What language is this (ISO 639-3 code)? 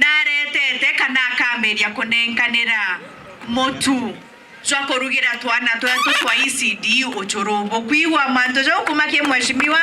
mer